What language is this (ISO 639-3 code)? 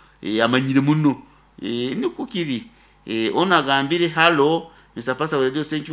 nyo